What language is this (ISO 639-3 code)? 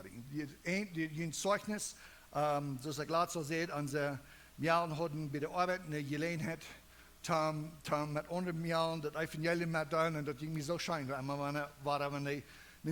pdt